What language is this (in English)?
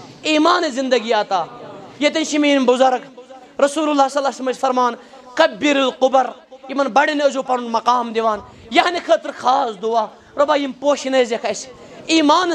Kashmiri